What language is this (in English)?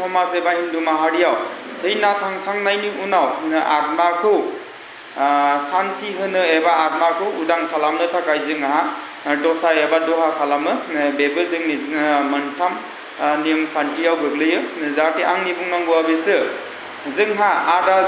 Bodo